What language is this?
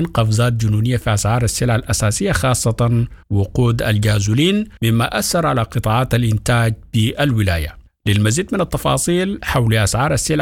Sudanese Arabic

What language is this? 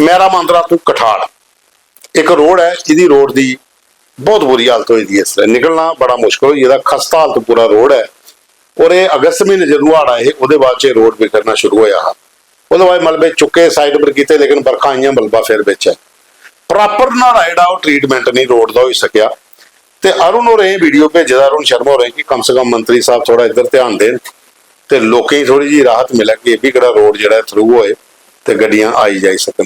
Dogri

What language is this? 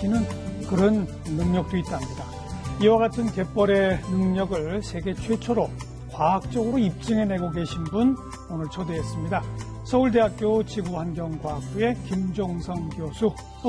Korean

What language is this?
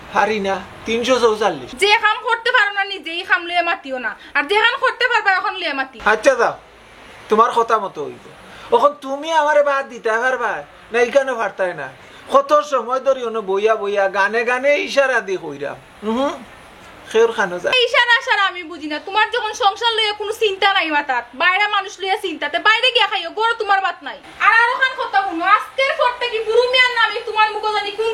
Sylheti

